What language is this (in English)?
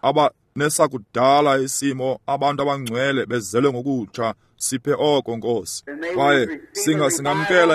Xhosa